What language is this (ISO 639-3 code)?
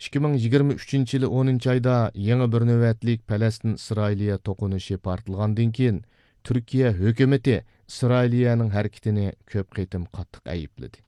uig